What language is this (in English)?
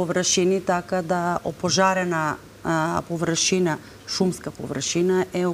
Macedonian